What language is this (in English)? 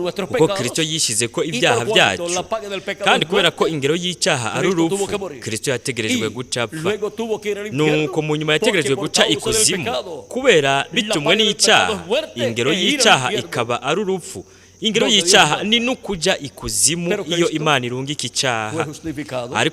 Rundi